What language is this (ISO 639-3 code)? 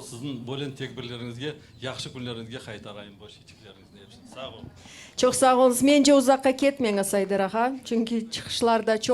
crh